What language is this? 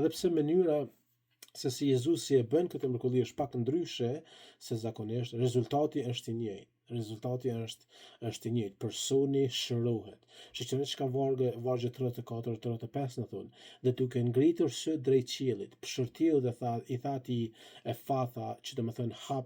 Albanian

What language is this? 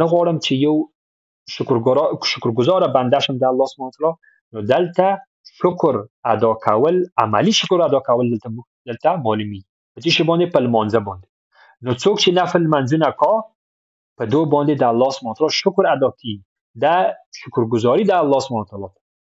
Pashto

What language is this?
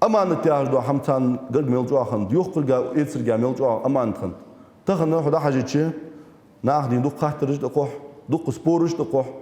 Ingush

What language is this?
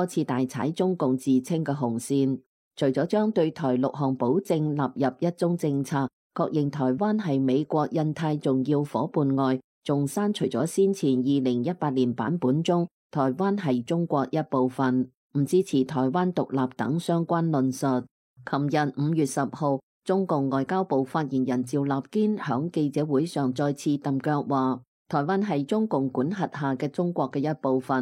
Cantonese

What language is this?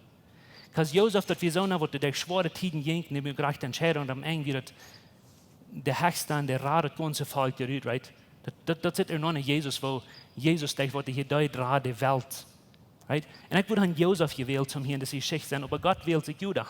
Plautdietsch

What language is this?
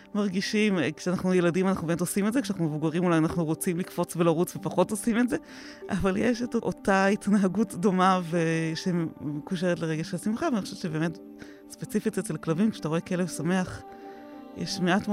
Hebrew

